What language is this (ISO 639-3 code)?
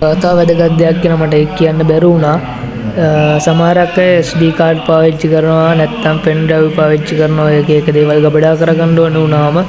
sin